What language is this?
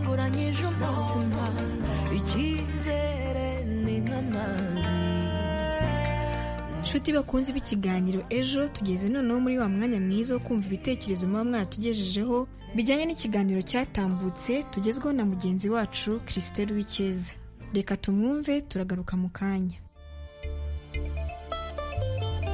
Kinyarwanda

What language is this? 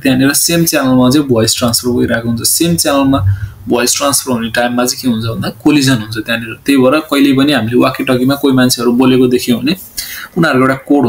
Nepali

